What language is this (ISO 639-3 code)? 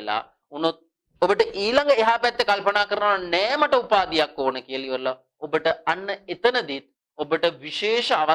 sin